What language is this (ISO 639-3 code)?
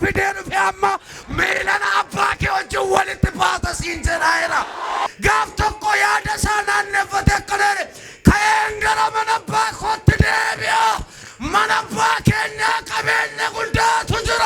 orm